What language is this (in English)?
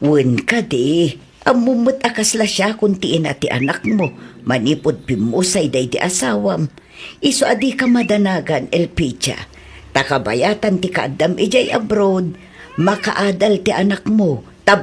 Iloko